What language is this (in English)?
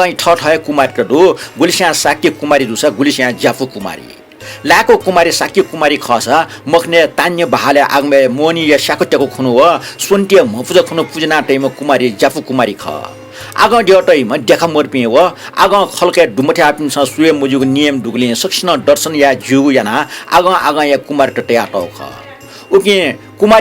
Newari